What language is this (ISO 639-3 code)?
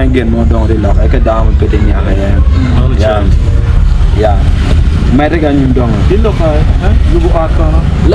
ach